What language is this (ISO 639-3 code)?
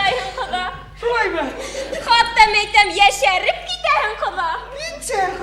bak